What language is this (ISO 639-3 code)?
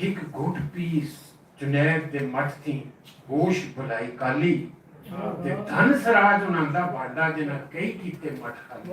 lah